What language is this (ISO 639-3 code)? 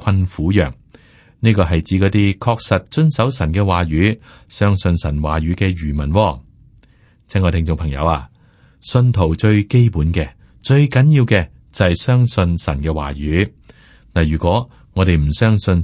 yue